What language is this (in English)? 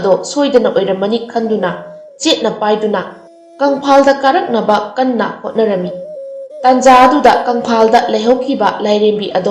Manipuri